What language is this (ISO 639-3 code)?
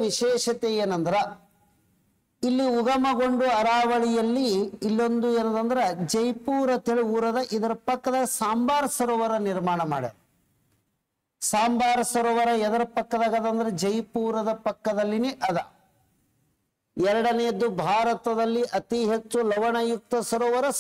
kan